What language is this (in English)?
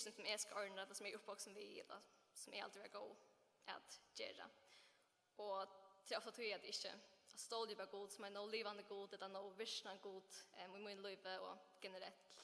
Faroese